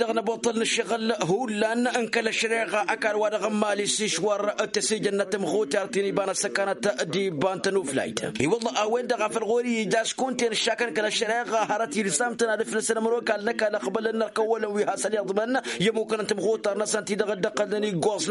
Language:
Tamasheq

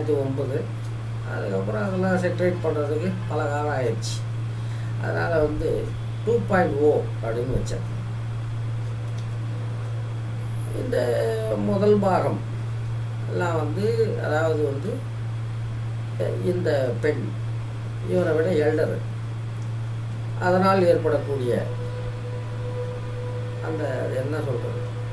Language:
Tamil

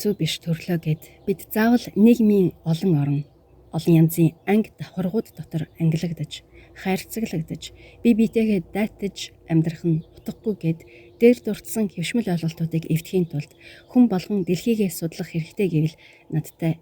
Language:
Mongolian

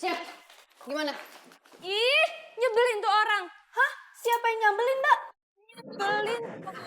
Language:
Betawi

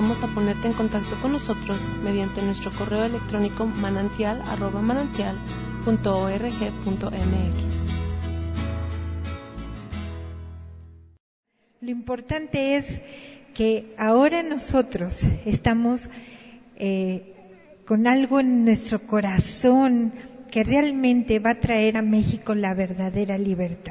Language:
Spanish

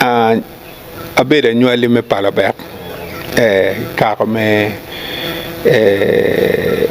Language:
Acoli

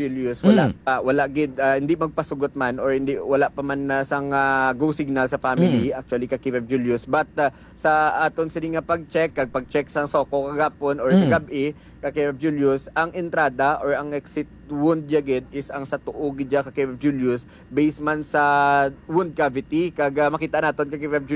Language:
Hiligaynon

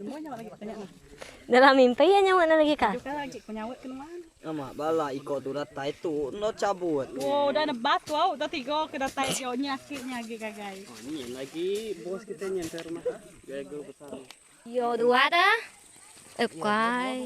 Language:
Iban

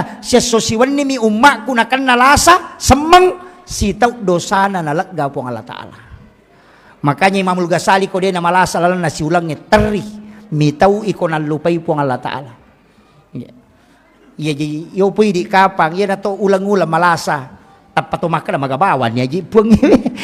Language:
Buginese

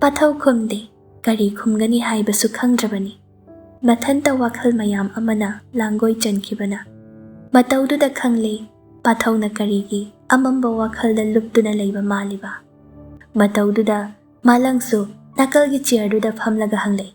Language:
Manipuri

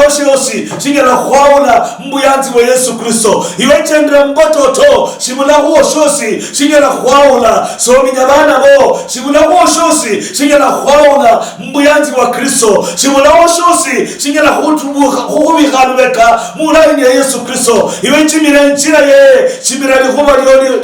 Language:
Luyia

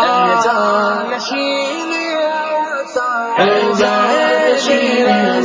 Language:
Urdu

